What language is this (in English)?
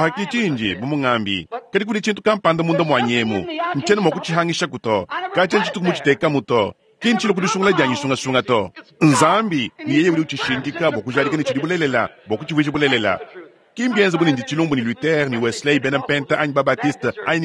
Luba-Lulua